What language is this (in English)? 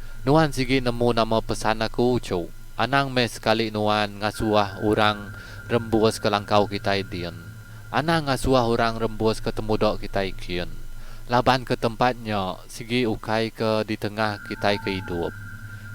Iban